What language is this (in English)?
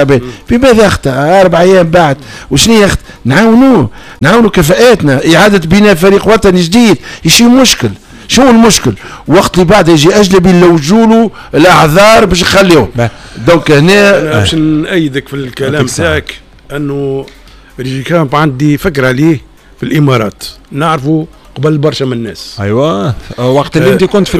Tunisian Arabic